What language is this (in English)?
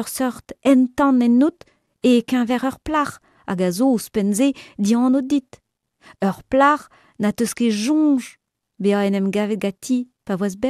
Breton